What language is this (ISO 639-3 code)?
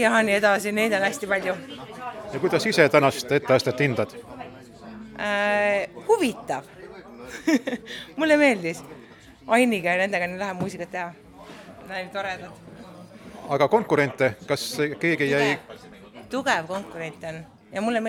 est